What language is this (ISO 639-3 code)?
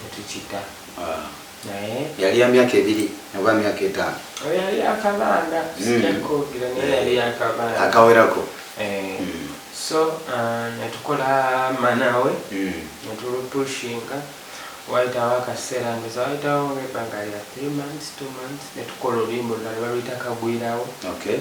lug